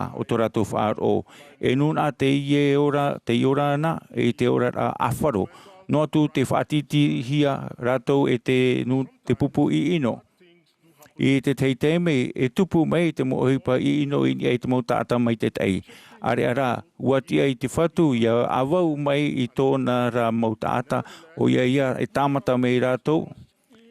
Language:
Tahitian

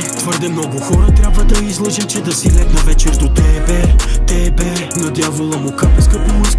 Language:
Bulgarian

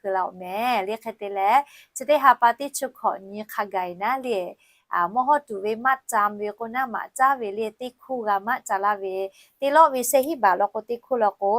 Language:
Lahu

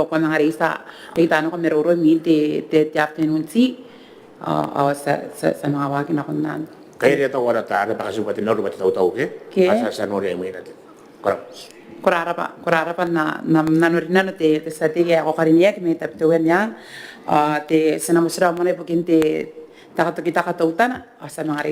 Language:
Gilbertese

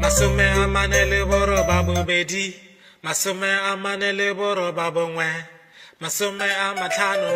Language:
Tswana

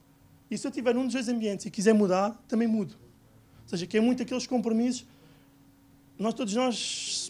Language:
Portuguese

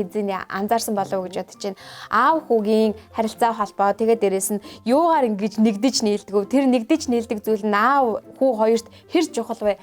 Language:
Mongolian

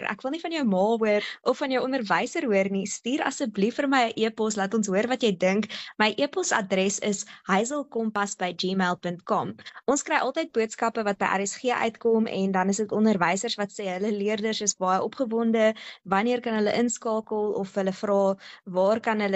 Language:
Afrikaans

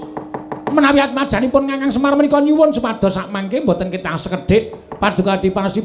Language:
Javanese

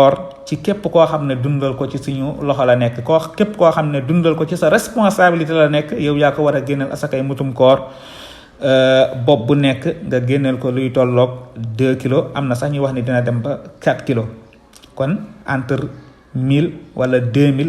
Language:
Wolof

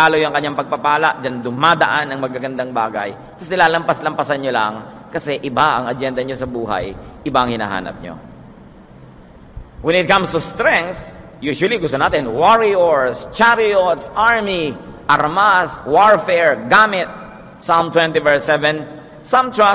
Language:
Filipino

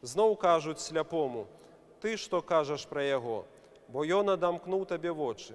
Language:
Belarusian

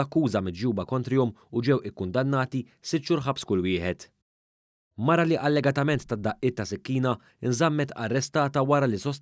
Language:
Maltese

